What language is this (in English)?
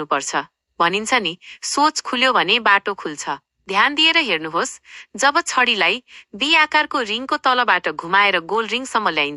Nepali